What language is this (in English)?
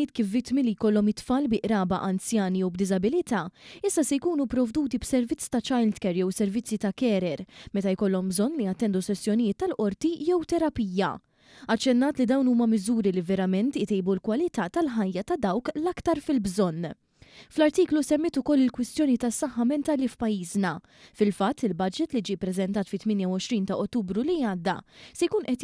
Maltese